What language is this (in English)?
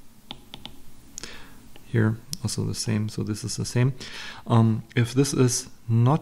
English